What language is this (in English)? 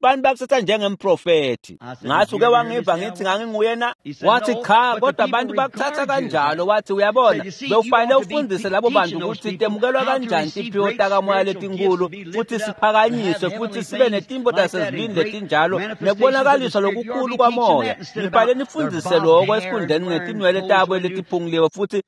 Swati